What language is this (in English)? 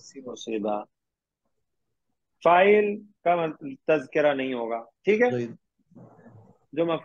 Urdu